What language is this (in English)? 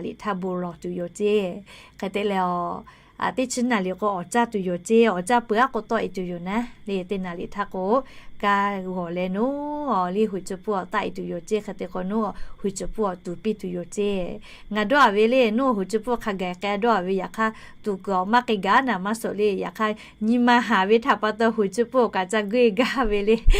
Lahu